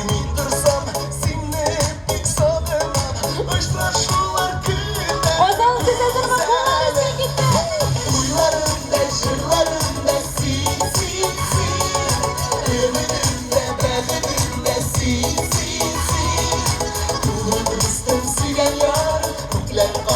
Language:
Tatar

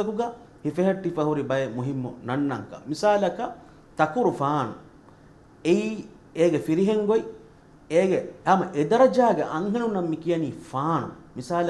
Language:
Divehi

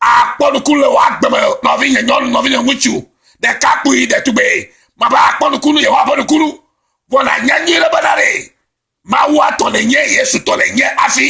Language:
Ewe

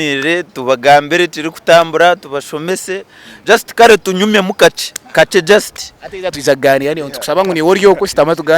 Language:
Nyankole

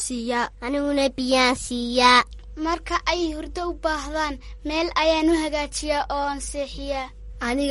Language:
Somali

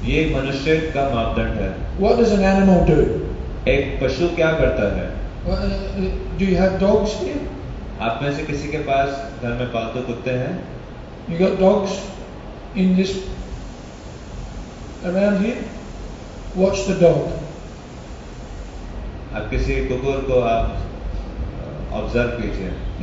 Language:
Hindi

